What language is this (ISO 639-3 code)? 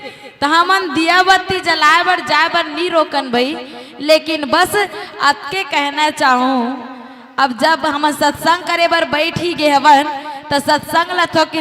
hne